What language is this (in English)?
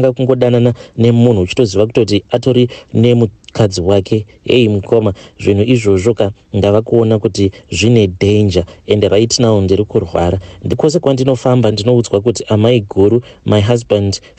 Shona